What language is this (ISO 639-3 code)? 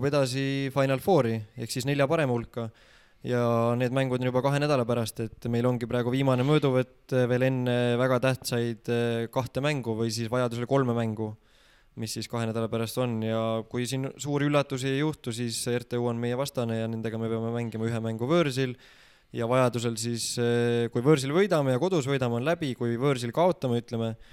est